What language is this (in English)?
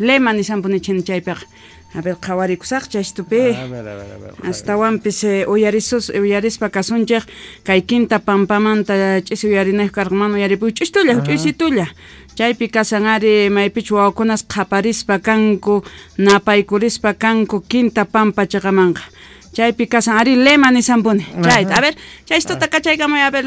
South Bolivian Quechua